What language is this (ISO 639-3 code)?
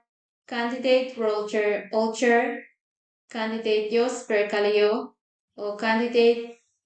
pon